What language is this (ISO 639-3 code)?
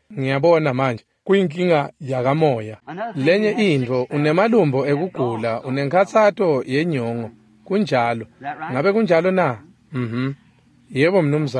ssw